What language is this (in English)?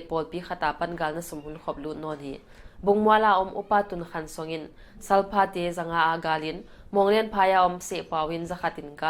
Paite Chin